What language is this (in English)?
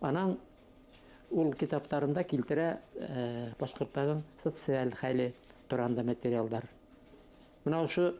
Bashkir